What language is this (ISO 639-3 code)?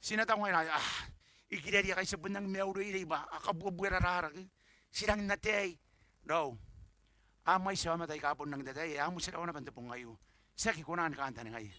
gil